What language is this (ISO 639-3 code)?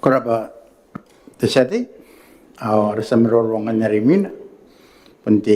gil